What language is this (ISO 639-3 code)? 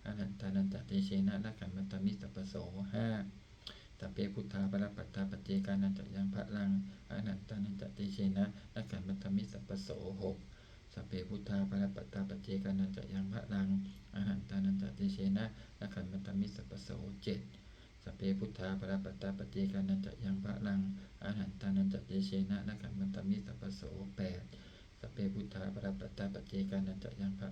pli